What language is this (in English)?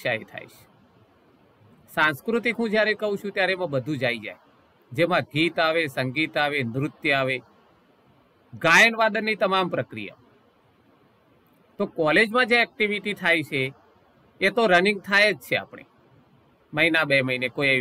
Gujarati